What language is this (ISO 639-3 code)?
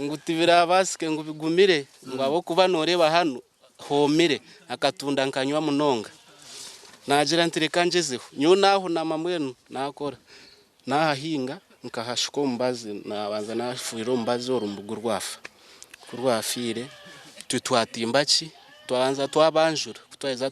nyn